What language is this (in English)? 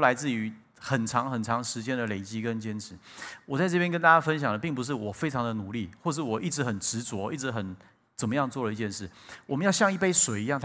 Chinese